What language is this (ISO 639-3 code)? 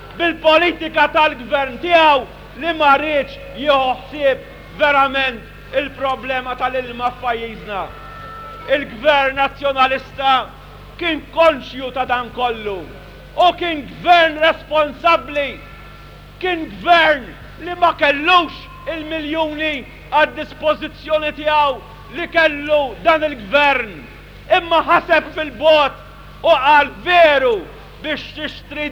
mlt